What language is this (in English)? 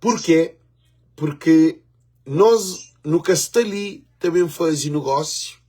Kabuverdianu